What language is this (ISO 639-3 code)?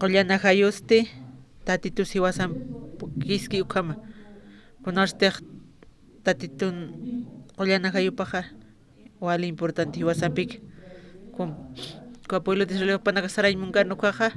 aym